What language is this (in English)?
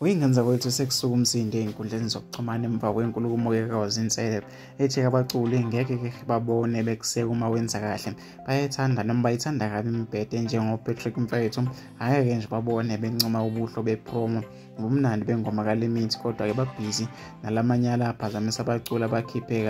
Zulu